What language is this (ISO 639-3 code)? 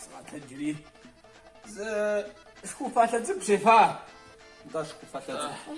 kbd